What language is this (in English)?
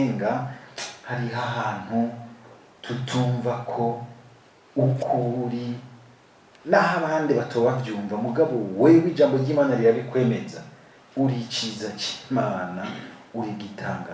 Rundi